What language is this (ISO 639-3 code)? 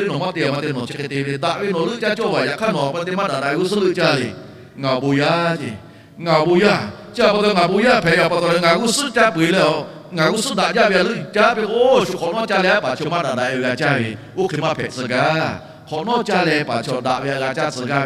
lhu